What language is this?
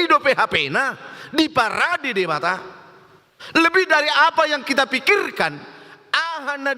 Batak Toba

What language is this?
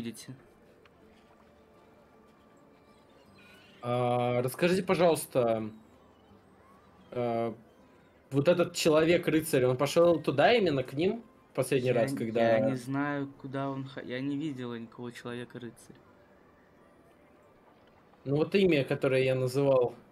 Russian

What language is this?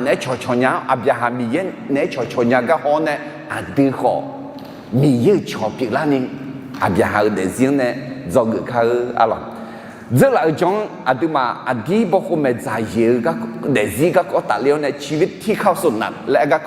Akha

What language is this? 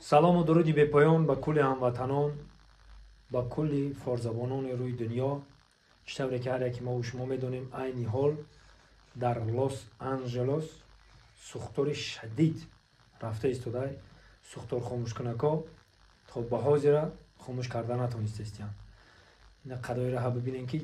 Tajik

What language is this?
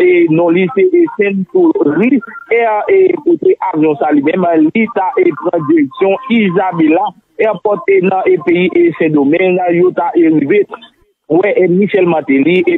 Haitian Creole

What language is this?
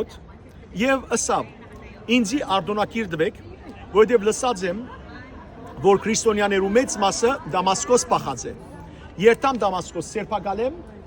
Western Armenian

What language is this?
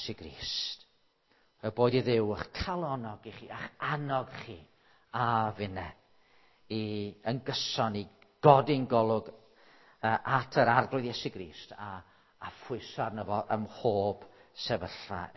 Welsh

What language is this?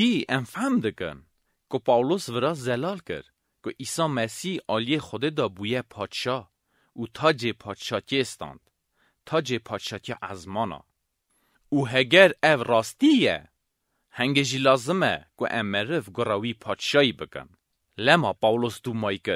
Kurdish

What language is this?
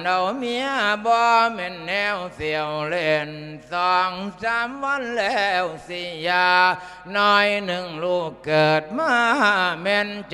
Lao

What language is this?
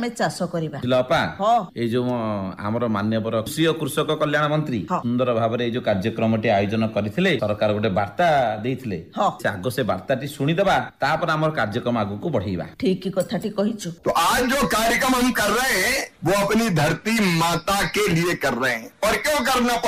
Odia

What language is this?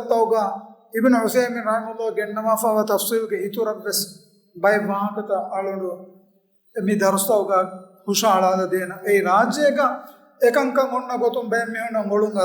Divehi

